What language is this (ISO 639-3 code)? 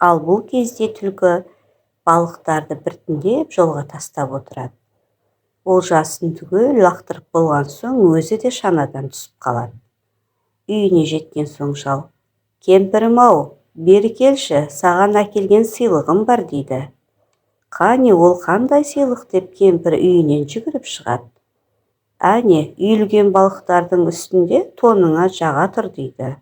kaz